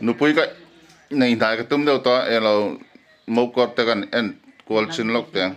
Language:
Hmar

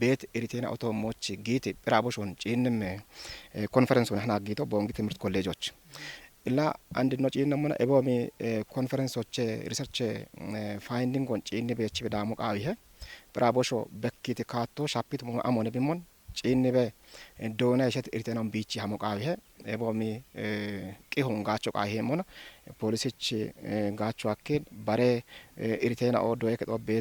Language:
Kafa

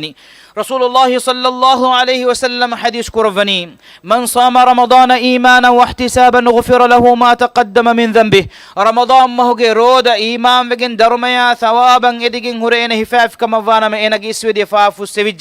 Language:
Divehi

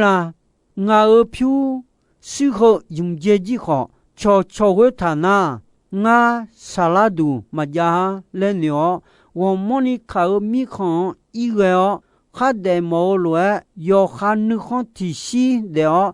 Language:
Akha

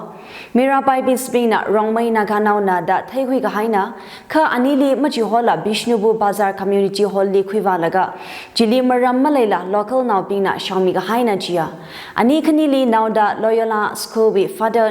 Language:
Tangkhul Naga (India)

